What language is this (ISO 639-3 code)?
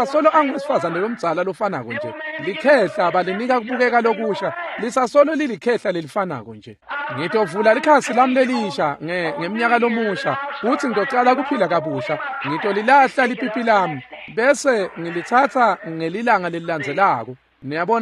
ssw